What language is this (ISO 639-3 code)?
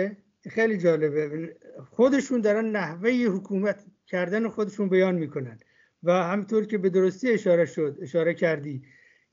fas